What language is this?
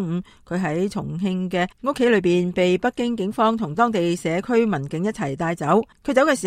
Cantonese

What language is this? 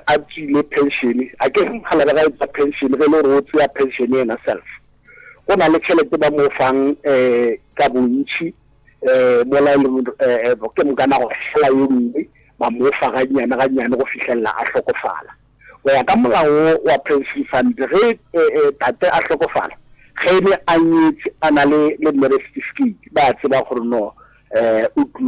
Northern Sotho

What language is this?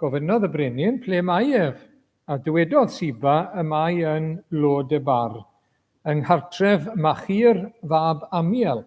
Welsh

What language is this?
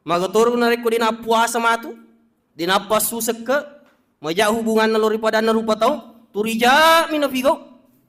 Buginese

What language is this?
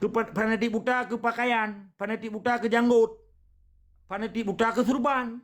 Achinese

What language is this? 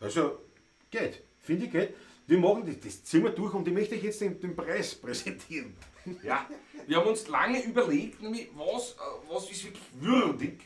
Bavarian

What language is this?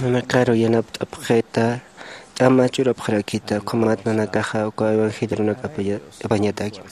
Aymara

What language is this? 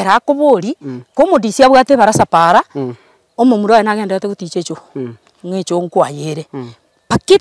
Gusii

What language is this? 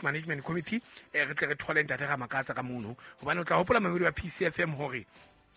Southern Sotho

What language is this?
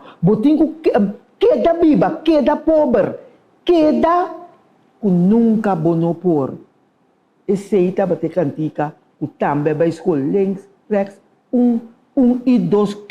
Papiamento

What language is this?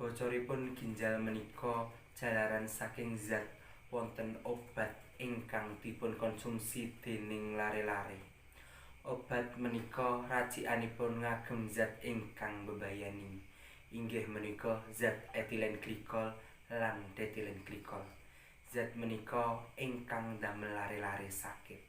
Javanese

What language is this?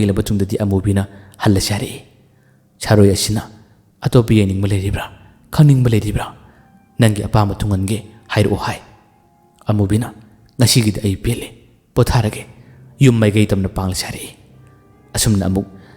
Manipuri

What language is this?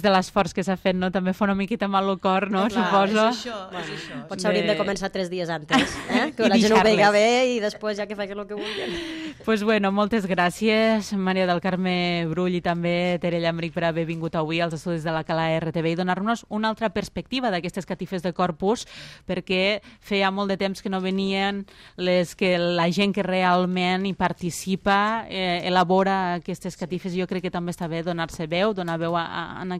Catalan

